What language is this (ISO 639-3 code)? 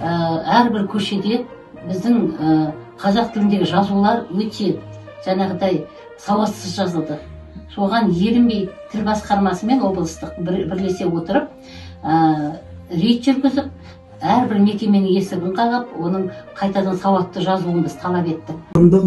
kaz